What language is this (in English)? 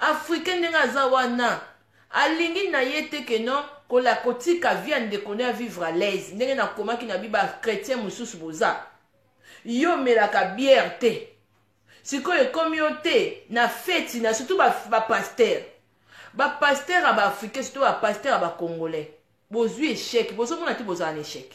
Lingala